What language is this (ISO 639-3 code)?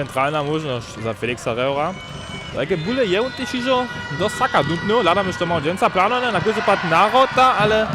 hsb